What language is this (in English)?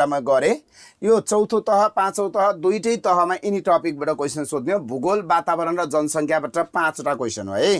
Nepali